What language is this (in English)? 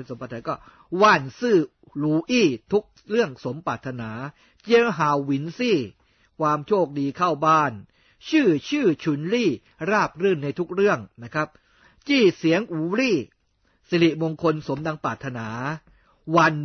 Thai